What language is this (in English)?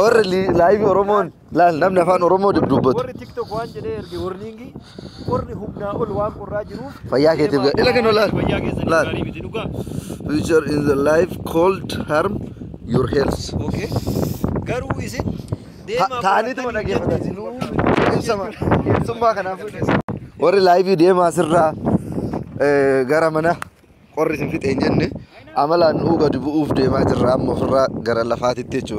Oromo